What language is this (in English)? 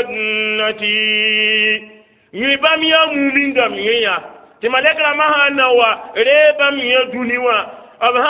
Mossi